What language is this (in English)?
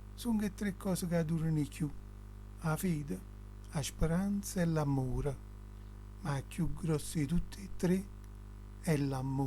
Neapolitan